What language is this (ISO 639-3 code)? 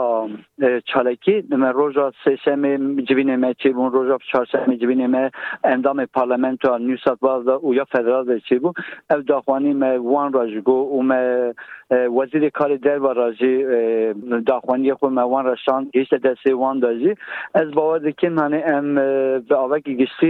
kur